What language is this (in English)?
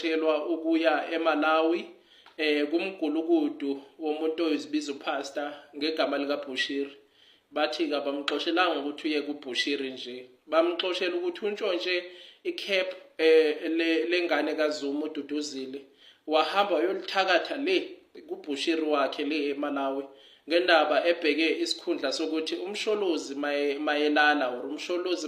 Zulu